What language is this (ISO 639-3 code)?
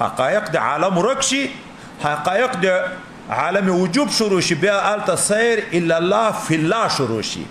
pus